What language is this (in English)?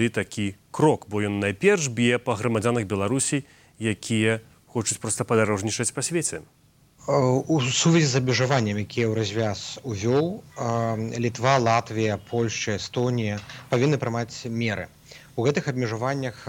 Belarusian